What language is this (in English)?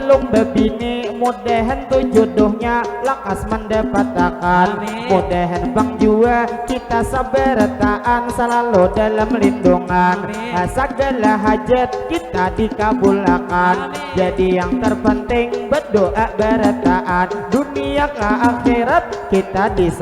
Banjar